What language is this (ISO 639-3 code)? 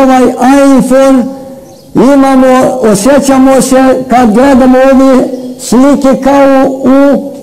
hrv